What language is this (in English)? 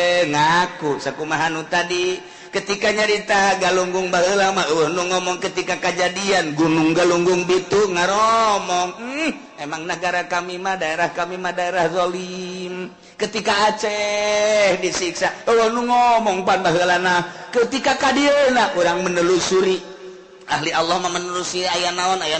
Sundanese